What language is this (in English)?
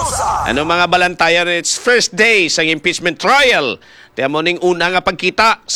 Hiligaynon